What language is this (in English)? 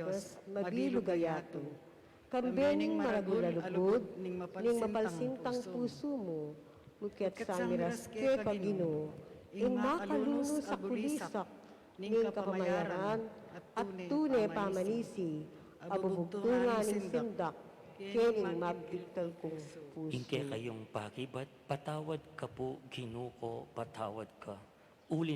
Pampanga